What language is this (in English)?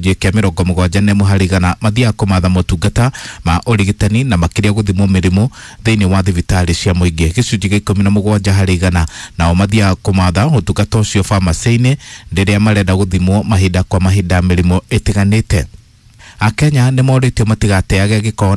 Kikuyu